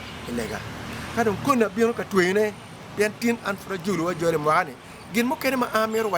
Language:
Acoli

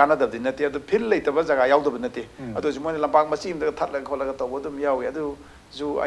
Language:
Manipuri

